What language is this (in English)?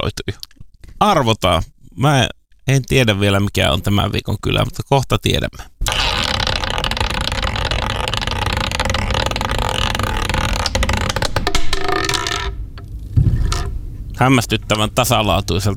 Finnish